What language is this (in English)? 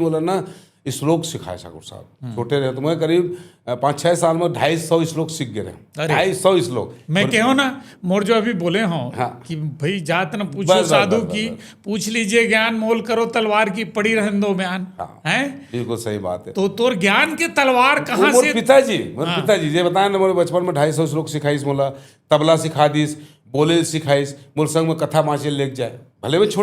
Chhattisgarhi